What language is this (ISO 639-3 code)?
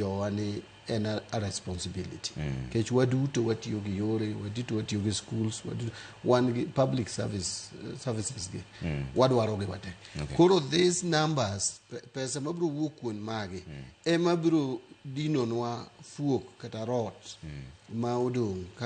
luo